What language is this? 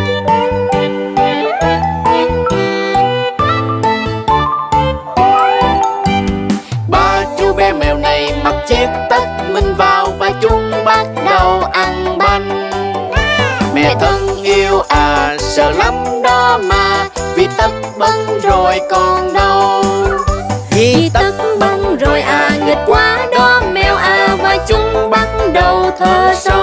Vietnamese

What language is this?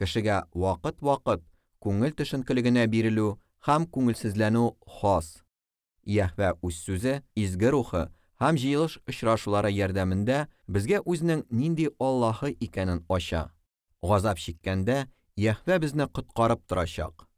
Tatar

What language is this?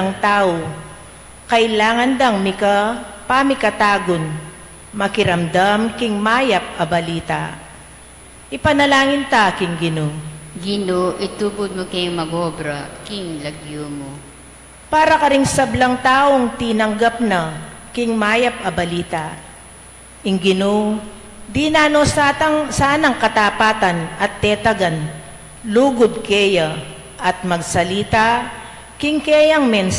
Pampanga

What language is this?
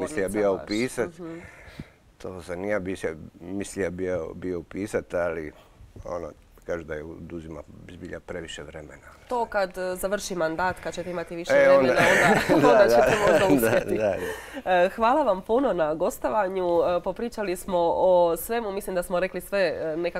Croatian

